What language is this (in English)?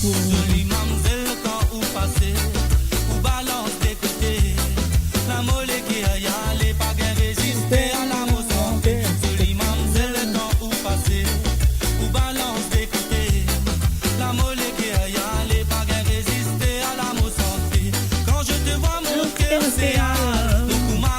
Morisyen